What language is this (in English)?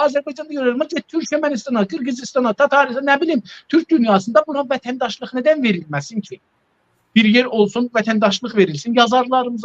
South Azerbaijani